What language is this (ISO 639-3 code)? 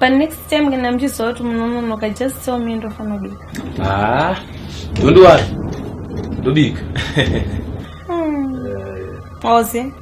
sna